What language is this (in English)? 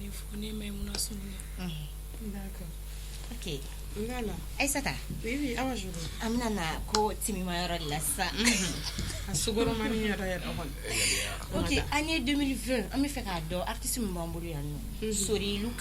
Bambara